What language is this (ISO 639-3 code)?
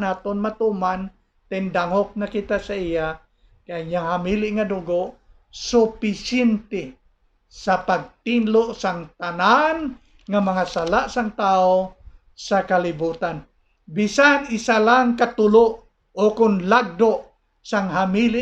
hil